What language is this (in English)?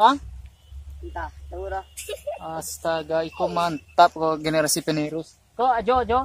Minangkabau